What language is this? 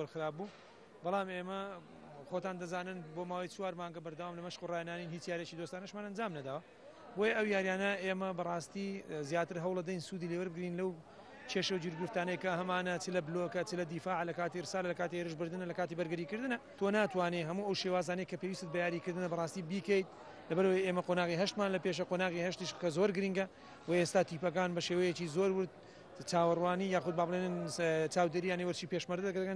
Central Kurdish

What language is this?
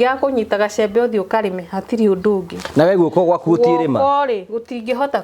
Kikuyu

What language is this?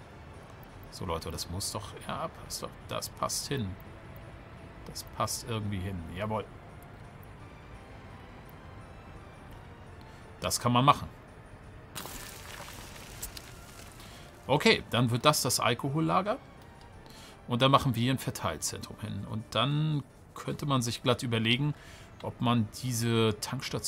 German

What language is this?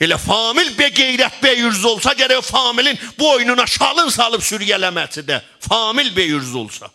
South Azerbaijani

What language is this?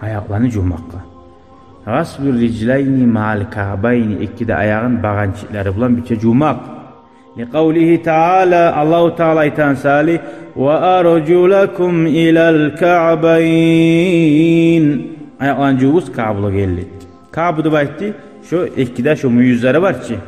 Kumyk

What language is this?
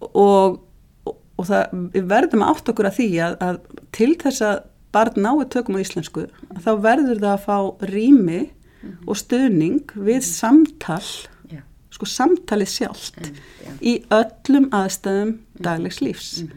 Icelandic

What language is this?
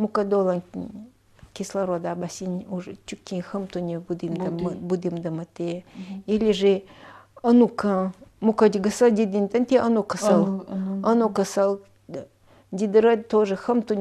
Nanai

